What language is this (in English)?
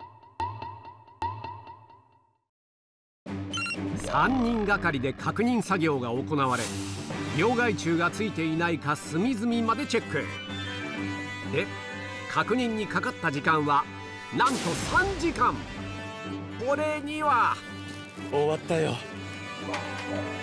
Japanese